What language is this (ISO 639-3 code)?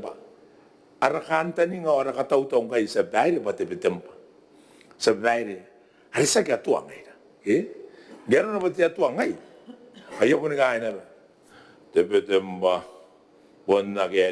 gil